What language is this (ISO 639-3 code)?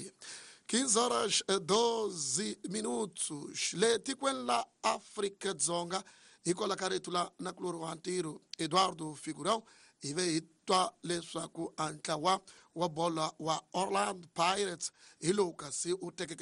tso